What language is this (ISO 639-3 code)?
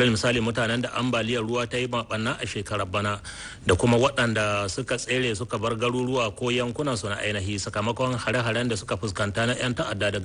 hau